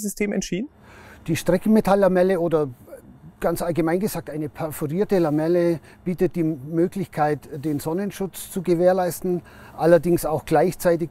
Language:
German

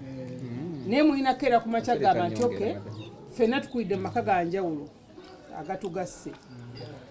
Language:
Ganda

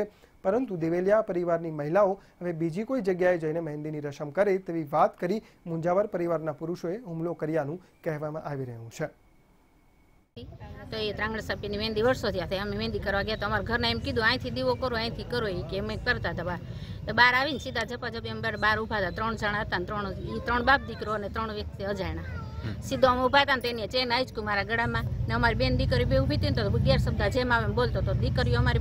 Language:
Gujarati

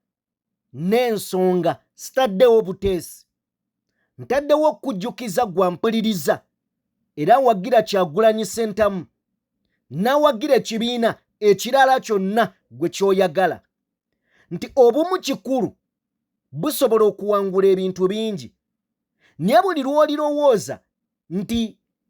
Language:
Ganda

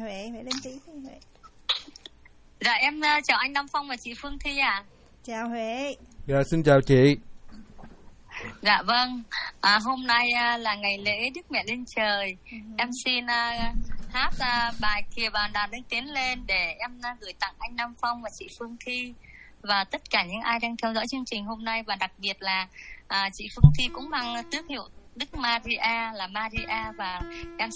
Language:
Vietnamese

